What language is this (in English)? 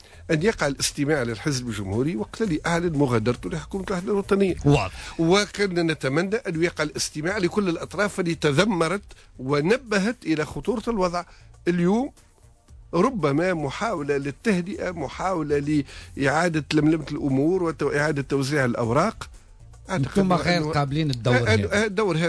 Tunisian Arabic